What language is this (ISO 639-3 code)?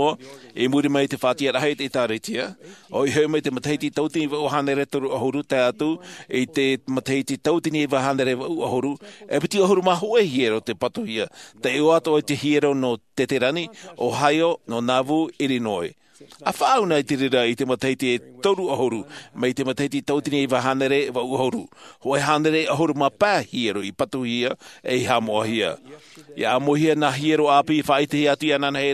tah